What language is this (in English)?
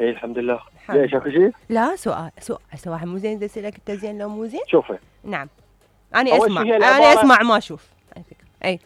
Mesopotamian Arabic